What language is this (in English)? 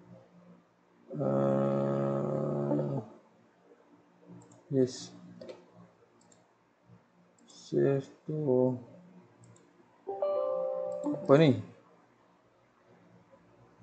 Malay